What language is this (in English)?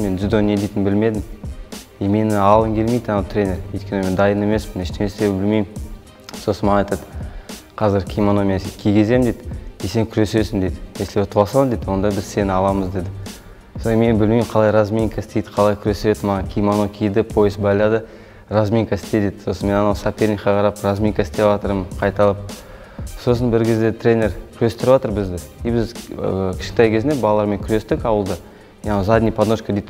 Kazakh